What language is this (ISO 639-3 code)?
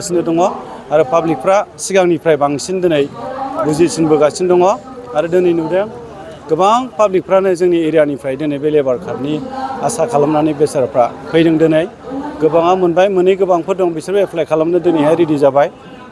brx